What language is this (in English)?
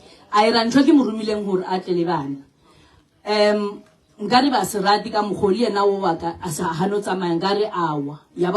Northern Sotho